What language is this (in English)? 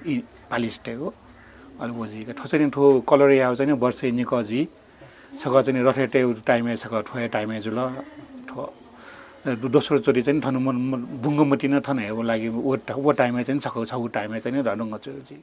Newari